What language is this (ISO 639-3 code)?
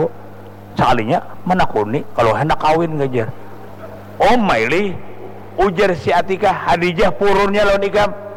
bjn